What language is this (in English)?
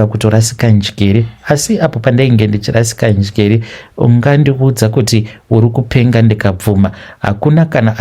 Shona